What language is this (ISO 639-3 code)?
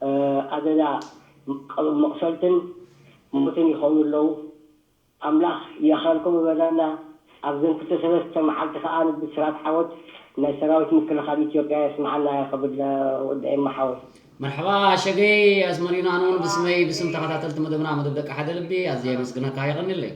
tir